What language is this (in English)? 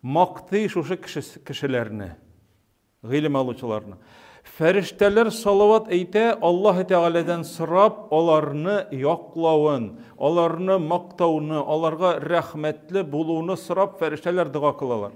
Tatar